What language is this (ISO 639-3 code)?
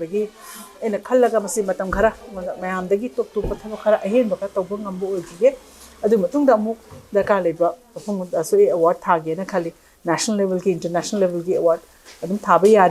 mni